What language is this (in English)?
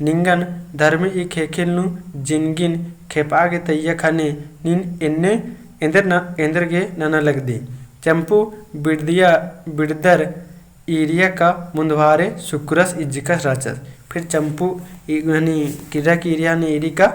Kurukh